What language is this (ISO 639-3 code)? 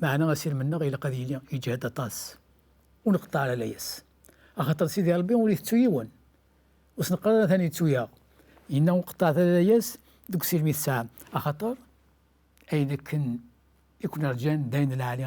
kab